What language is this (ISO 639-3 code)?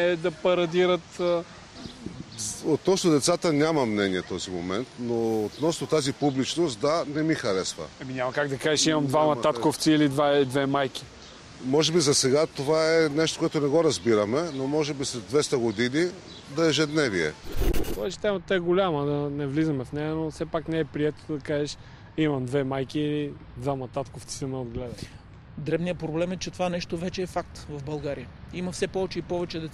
bul